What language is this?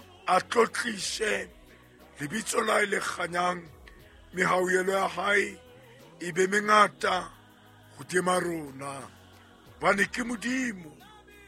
Southern Sotho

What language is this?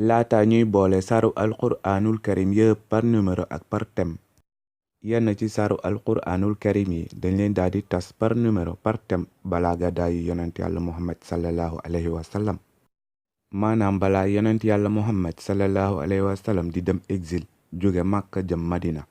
Wolof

